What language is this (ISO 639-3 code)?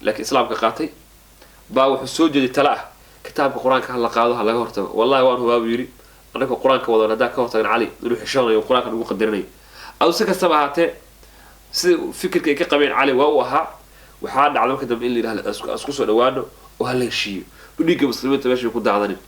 som